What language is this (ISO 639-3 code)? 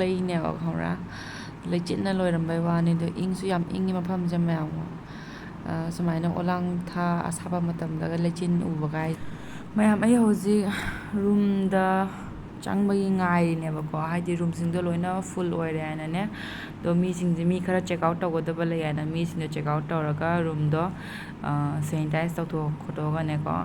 mni